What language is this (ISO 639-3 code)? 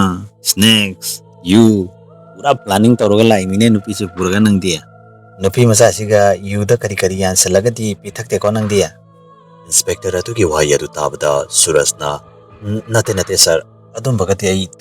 mni